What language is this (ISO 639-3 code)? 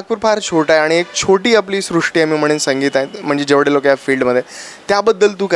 mar